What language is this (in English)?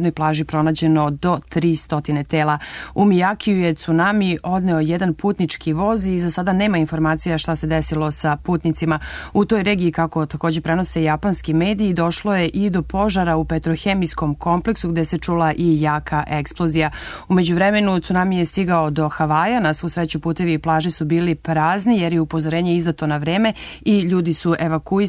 Serbian